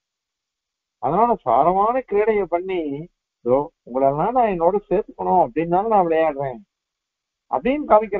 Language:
Tamil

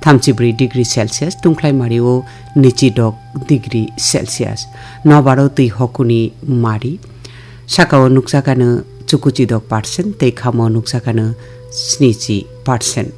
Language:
Kok Borok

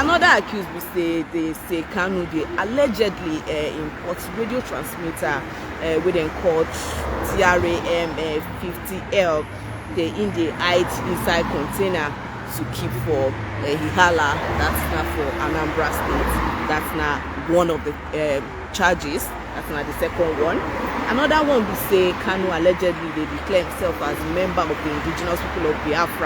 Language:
Nigerian Pidgin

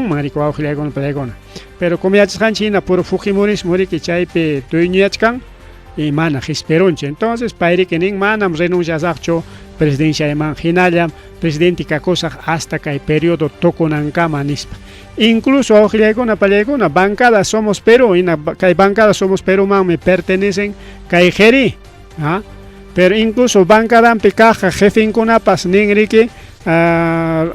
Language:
Ayacucho Quechua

